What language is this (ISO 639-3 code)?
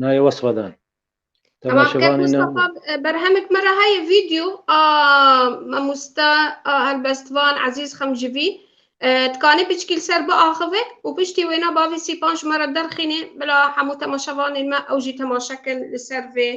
kur